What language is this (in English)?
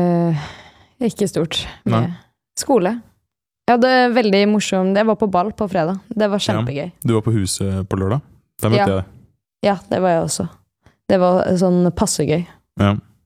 Norwegian